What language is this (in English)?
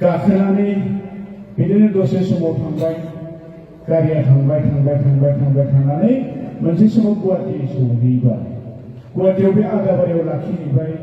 Bodo